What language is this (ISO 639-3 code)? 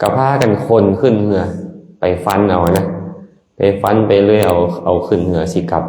lao